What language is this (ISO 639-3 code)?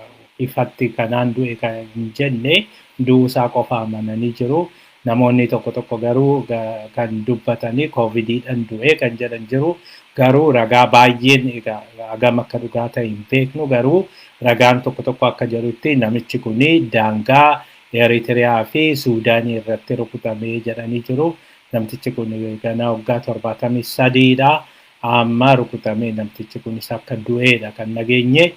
orm